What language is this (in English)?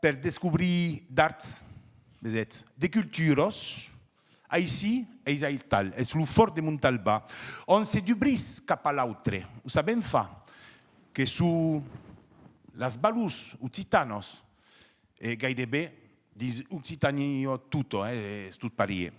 Occitan